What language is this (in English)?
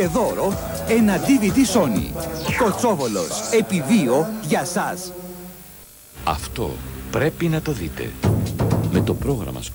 Greek